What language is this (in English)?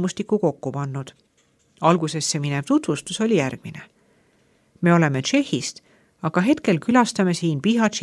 Estonian